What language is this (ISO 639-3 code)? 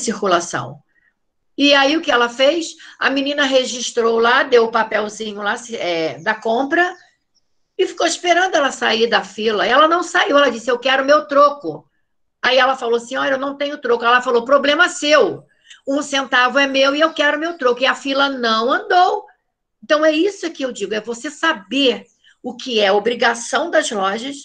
por